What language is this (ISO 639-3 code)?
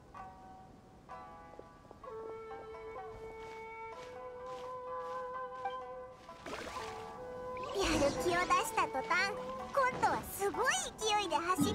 jpn